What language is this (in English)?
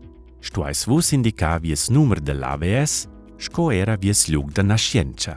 Romansh